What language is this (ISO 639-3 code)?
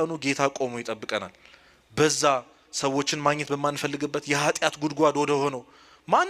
amh